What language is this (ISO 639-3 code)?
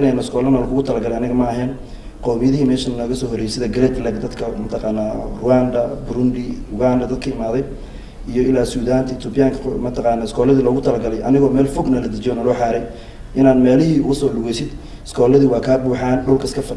som